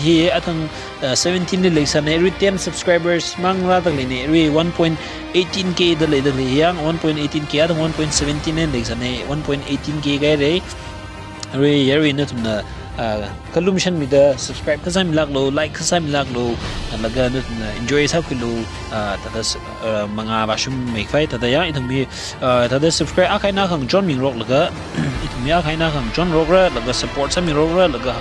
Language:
Tangkhul Naga (India)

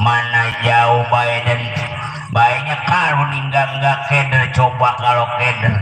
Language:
Betawi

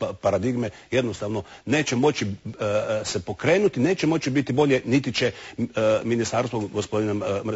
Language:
Croatian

